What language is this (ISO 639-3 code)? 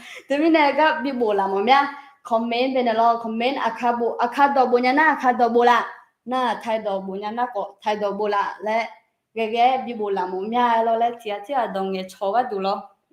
ahk